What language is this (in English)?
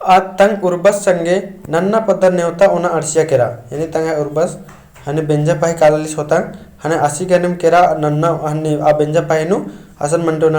Kurukh